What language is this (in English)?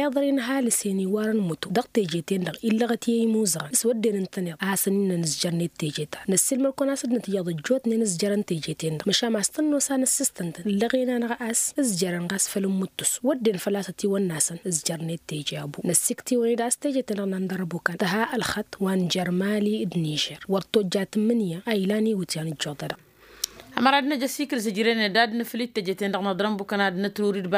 Tamasheq